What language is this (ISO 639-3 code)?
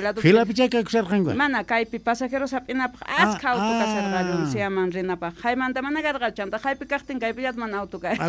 quh